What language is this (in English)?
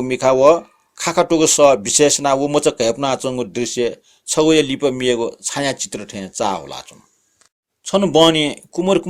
Newari